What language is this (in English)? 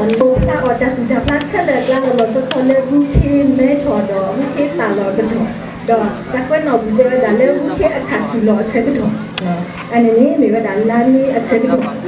S'gaw Karen